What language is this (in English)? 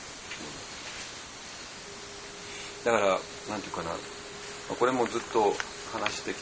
Japanese